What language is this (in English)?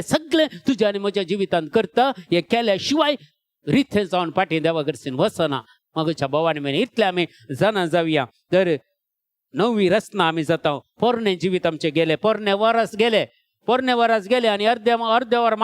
Konkani